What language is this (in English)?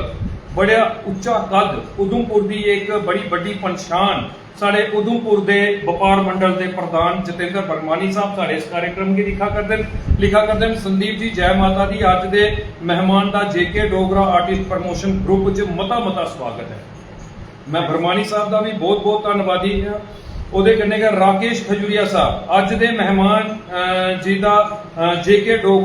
Dogri